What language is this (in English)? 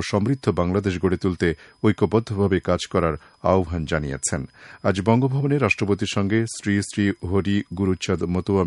Bangla